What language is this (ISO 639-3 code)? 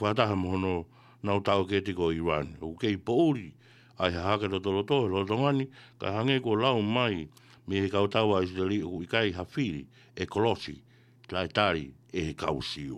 ton